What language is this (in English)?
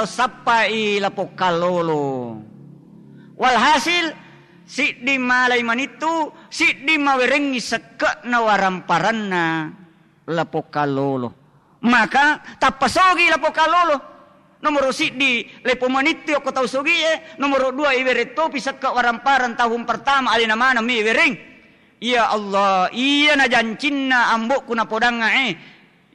Buginese